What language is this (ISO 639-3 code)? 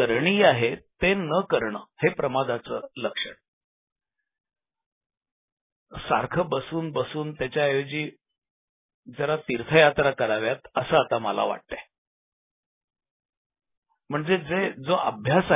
mar